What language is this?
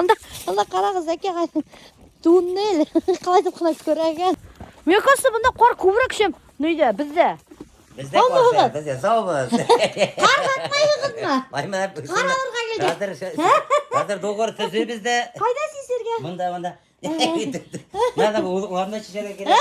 Bashkir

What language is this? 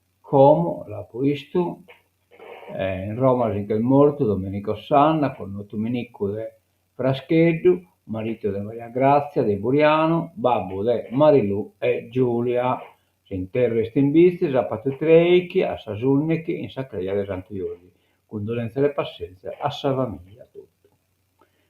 Sardinian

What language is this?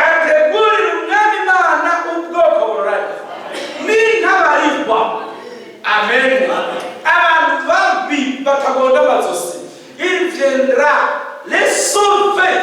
Rundi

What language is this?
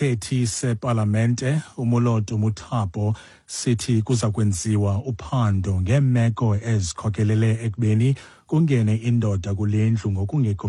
Xhosa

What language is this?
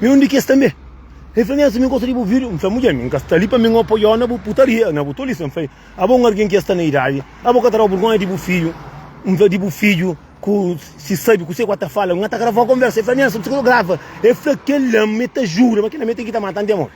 Kabuverdianu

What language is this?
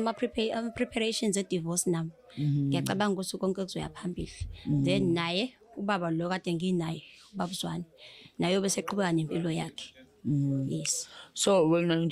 Zulu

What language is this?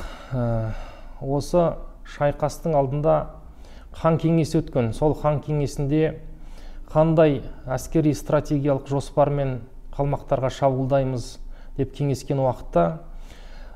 Kazakh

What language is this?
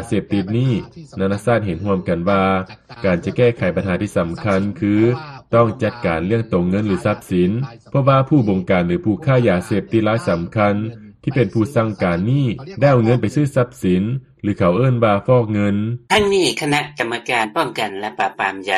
Lao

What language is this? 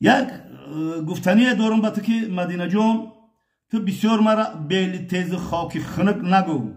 Tajik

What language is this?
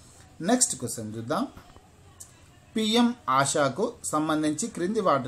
Telugu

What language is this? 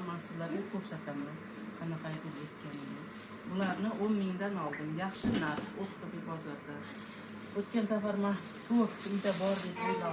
Uzbek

